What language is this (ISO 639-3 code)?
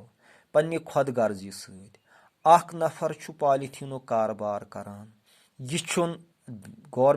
kas